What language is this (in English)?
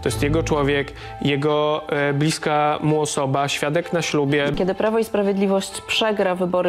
Polish